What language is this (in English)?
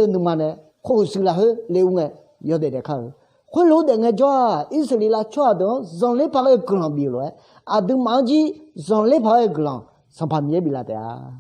Akha